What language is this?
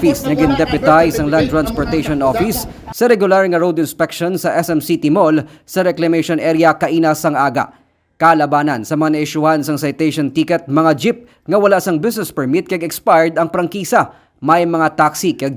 Hiligaynon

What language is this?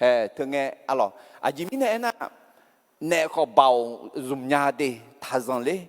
Akha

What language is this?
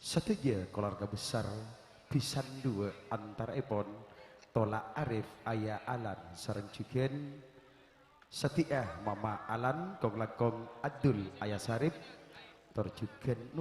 Madurese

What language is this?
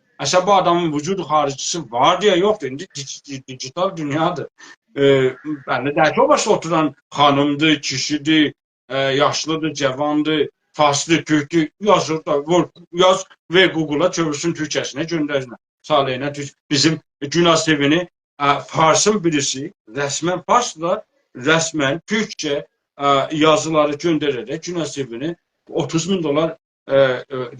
South Azerbaijani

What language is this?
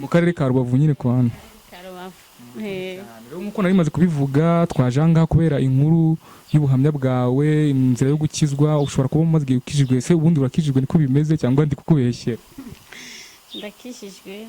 Kinyarwanda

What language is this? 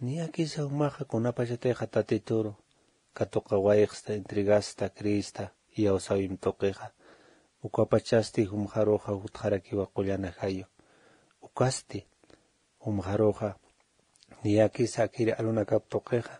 Aymara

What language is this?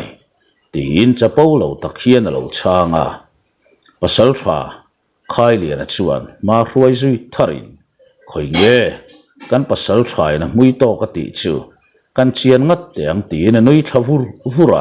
Mizo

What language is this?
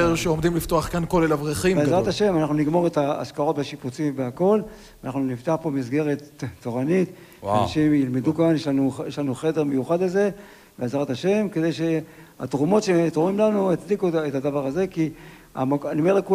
Hebrew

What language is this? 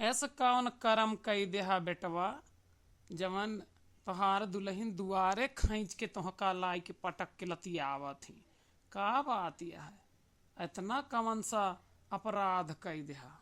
Awadhi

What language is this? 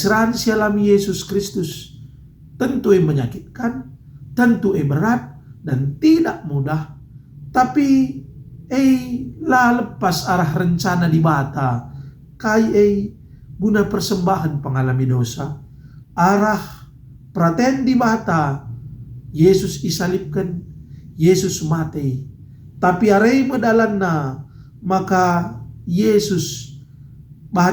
Batak Karo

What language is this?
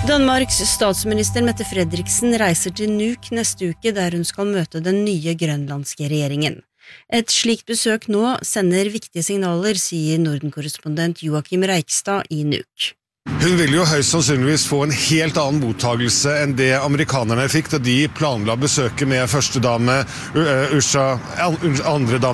Norwegian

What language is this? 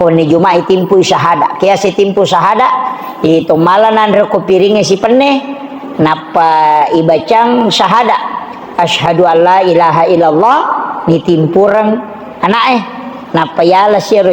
Buginese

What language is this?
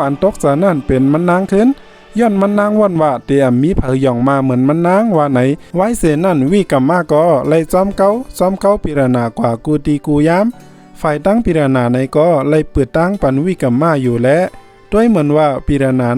Shan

